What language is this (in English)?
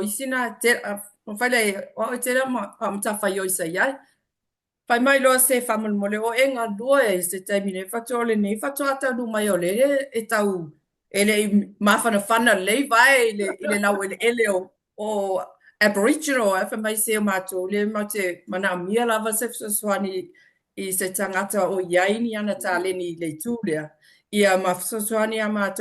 Samoan